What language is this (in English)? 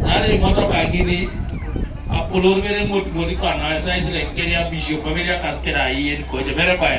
Teso